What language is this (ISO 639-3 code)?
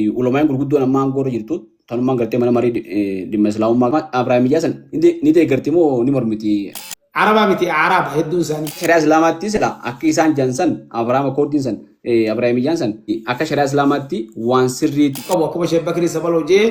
orm